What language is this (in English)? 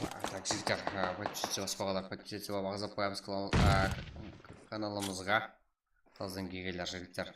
Kara-Kalpak